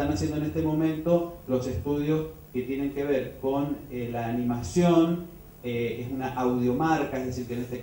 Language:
Spanish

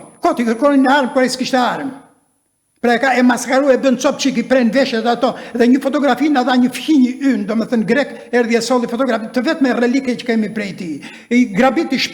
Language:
Albanian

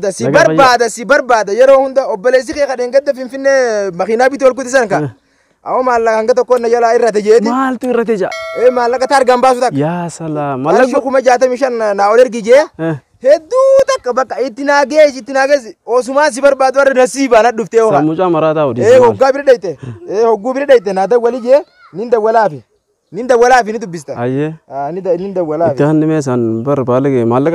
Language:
Oromo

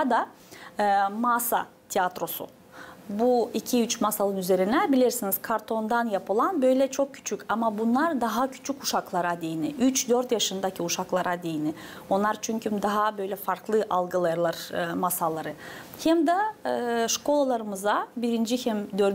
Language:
Gagauz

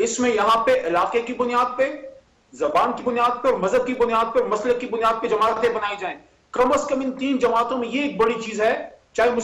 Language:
Urdu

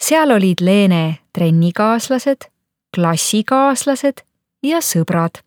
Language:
Estonian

